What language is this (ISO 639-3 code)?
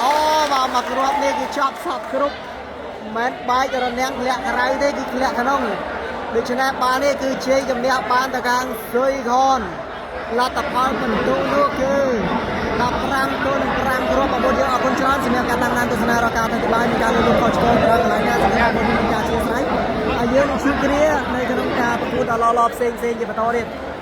khm